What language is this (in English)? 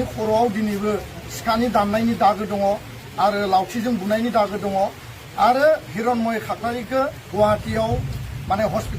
Bodo